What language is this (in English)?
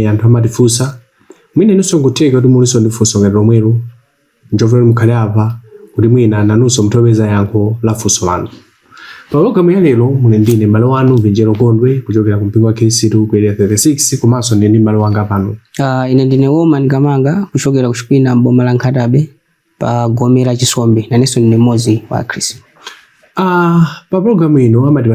Nyanja